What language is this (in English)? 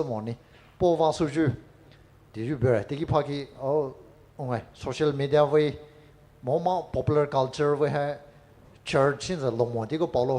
Poumei Naga